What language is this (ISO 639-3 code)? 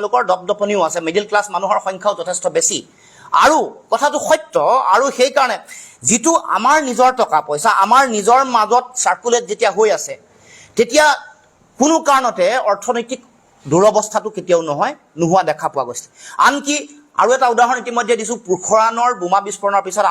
asm